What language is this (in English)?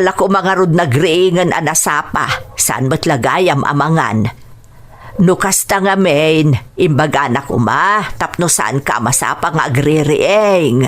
Iloko